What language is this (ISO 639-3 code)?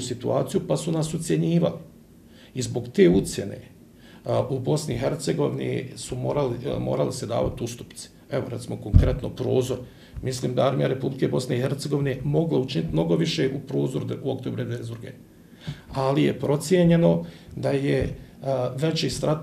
bos